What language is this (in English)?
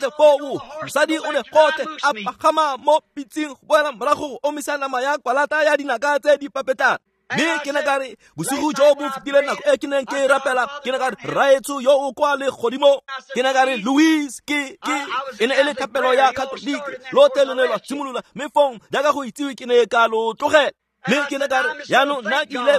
Tswana